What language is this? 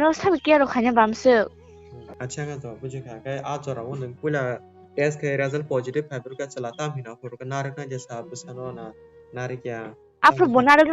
Kok Borok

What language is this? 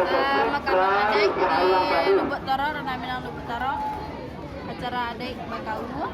Minangkabau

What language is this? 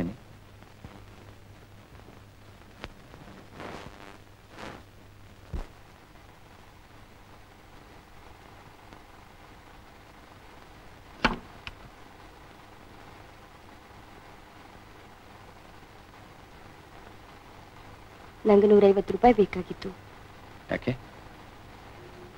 Kannada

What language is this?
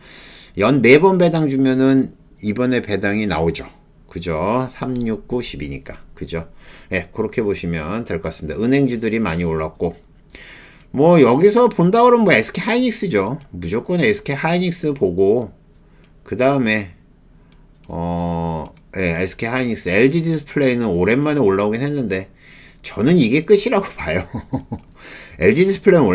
Korean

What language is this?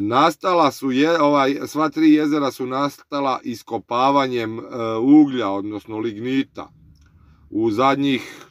Croatian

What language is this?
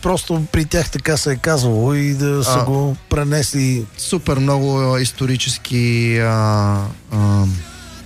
Bulgarian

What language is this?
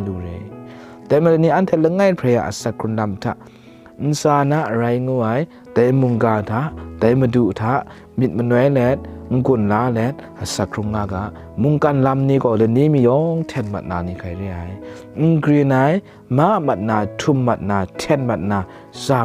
Kachin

